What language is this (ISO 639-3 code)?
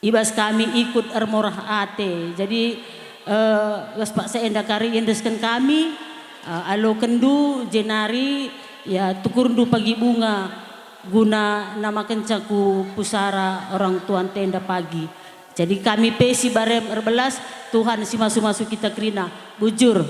btx